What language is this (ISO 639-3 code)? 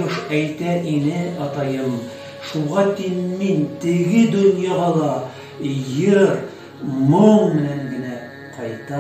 bak